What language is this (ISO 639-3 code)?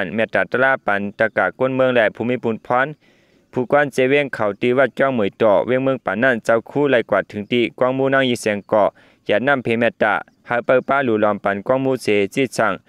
shn